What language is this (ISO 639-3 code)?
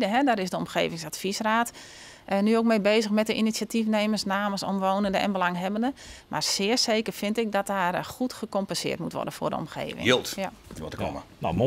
fry